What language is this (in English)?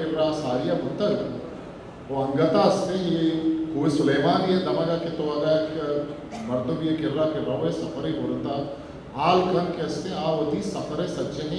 Eastern Balochi